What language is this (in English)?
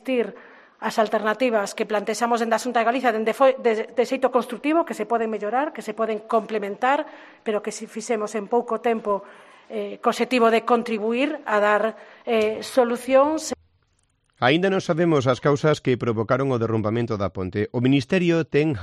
Galician